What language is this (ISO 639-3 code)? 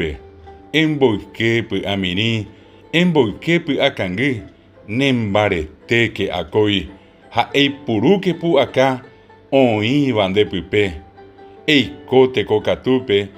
grn